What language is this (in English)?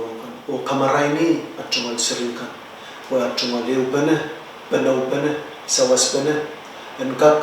Pohnpeian